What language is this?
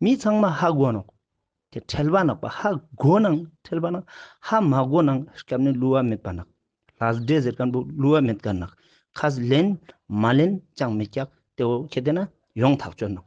Ladakhi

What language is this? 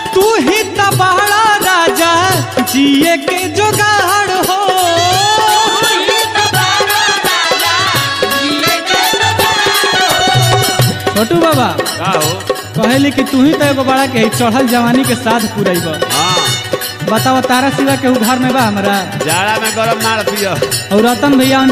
Bhojpuri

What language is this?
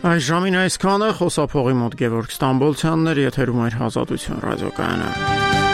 Armenian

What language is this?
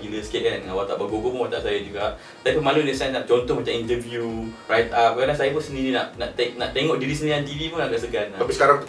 Malay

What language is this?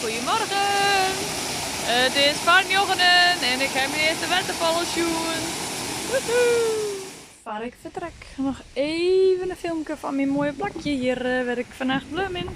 Western Frisian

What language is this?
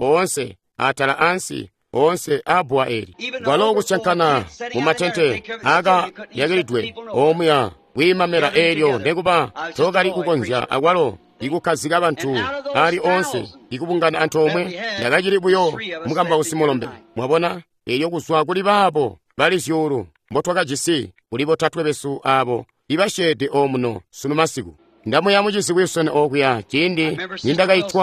Tonga (Zambia)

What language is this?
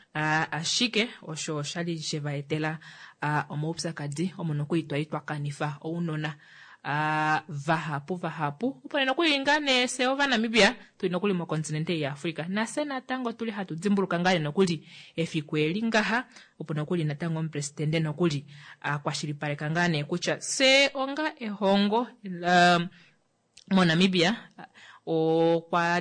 Kuanyama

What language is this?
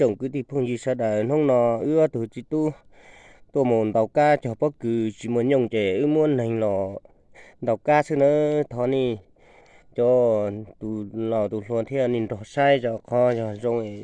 Hmong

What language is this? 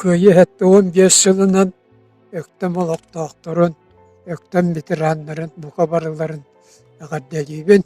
Yakut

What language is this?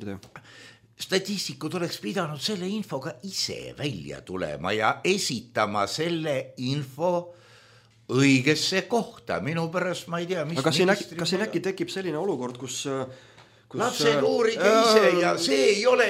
Estonian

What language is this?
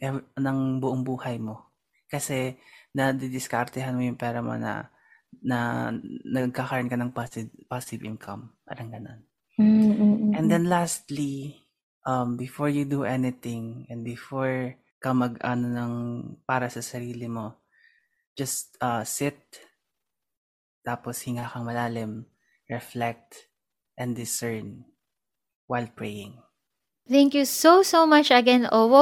Filipino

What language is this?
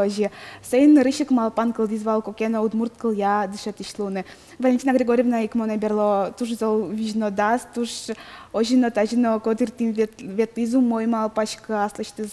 Udmurt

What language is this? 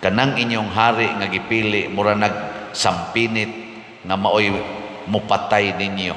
Cebuano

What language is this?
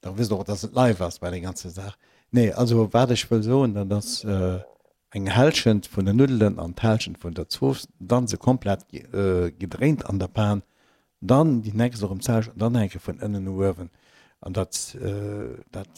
Luxembourgish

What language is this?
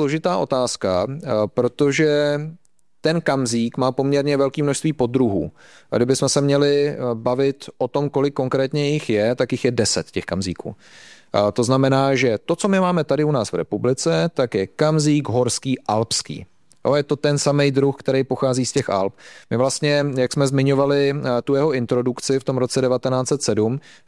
Czech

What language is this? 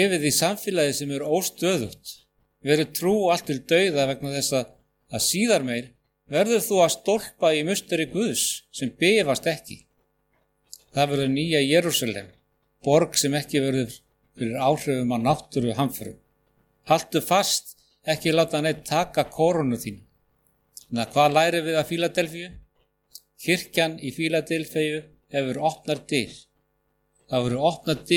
Icelandic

